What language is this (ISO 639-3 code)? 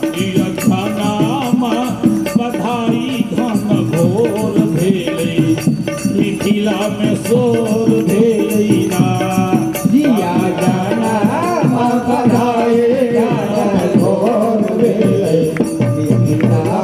mai